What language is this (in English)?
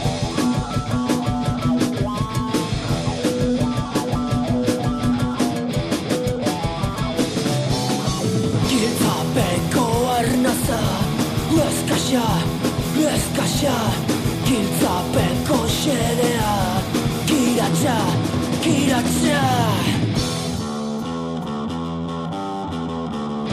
Basque